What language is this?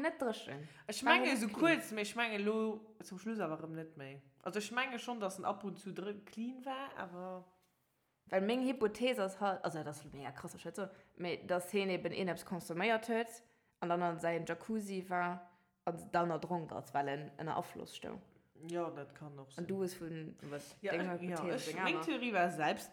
Luxembourgish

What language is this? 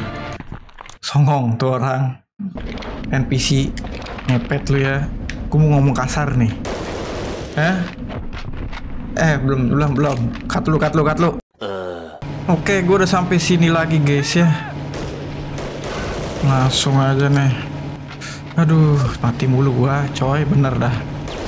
Indonesian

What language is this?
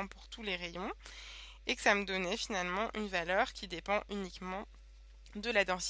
French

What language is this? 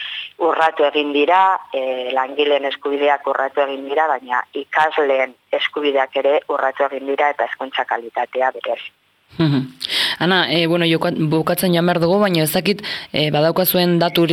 Basque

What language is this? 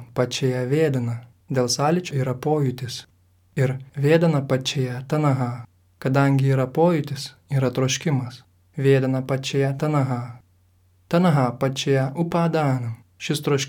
Lithuanian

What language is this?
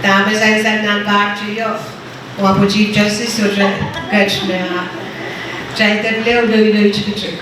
Pohnpeian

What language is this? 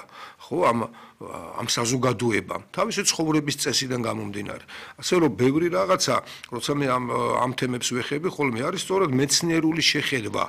Georgian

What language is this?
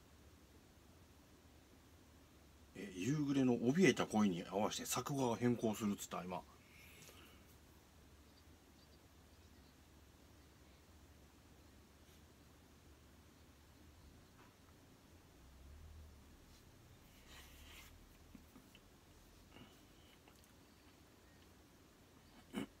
Japanese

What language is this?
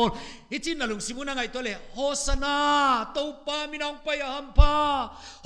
Paite Chin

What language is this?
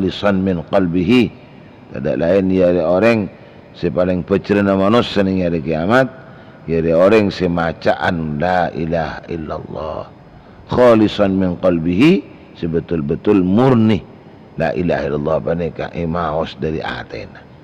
Madurese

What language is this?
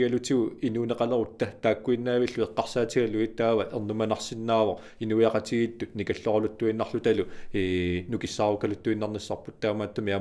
Kalaallisut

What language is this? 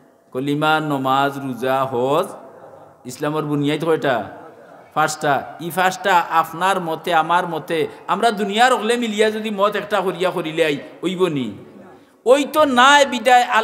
Sylheti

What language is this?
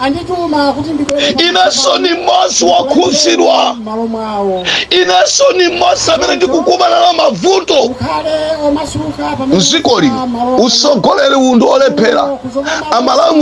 Nyanja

